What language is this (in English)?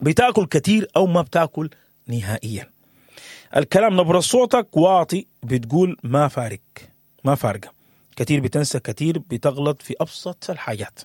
Sudanese Arabic